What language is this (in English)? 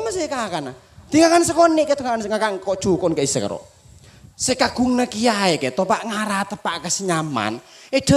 Madurese